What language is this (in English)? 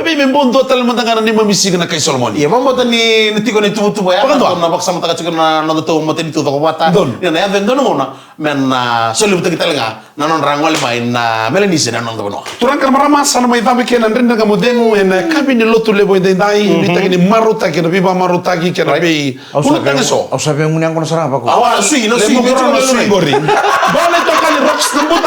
Fijian